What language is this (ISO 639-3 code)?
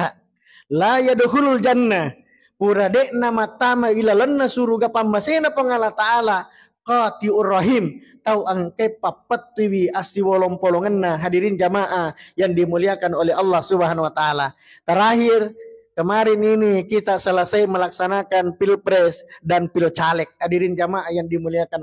bug